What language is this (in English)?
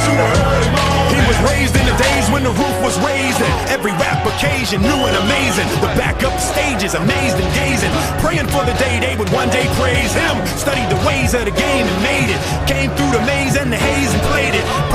English